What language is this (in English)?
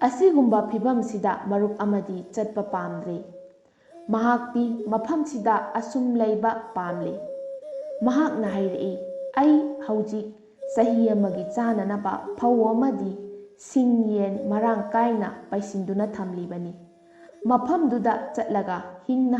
Manipuri